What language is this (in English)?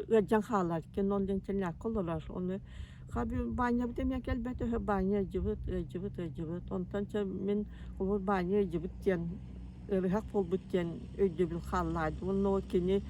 Yakut